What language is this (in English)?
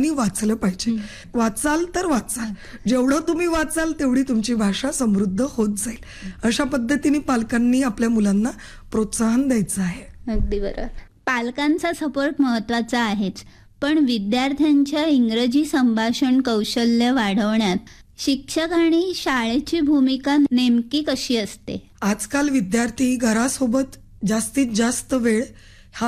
Marathi